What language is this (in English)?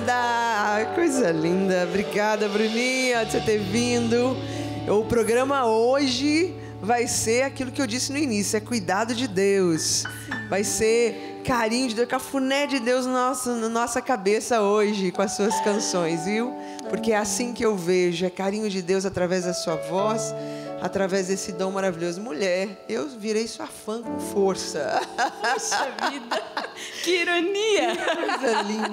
Portuguese